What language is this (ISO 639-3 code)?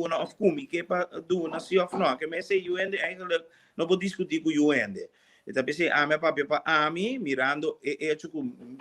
pap